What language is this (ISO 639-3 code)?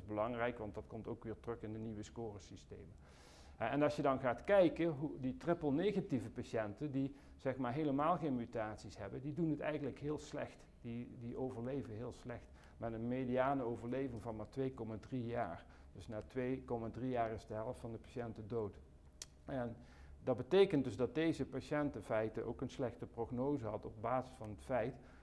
nld